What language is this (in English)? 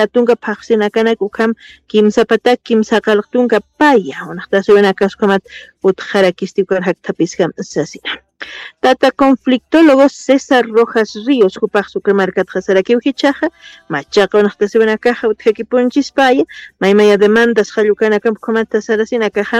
Aymara